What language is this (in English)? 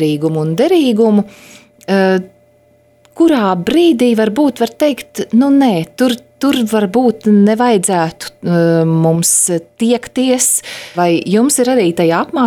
Latvian